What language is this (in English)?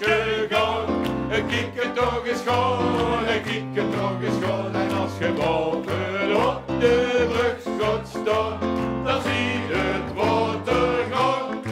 Limburgish